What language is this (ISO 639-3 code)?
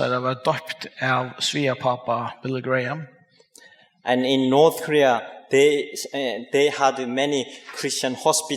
fao